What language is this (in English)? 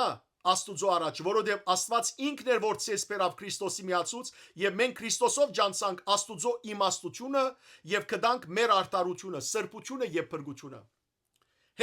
Western Armenian